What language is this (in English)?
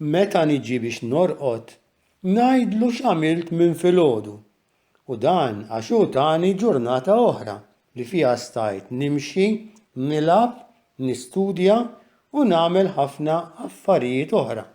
Maltese